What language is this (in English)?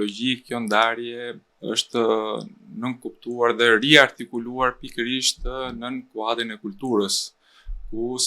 Albanian